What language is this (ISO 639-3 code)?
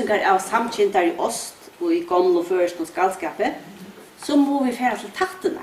fao